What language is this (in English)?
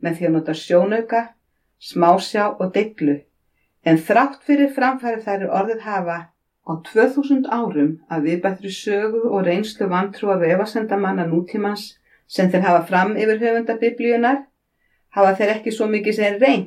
Icelandic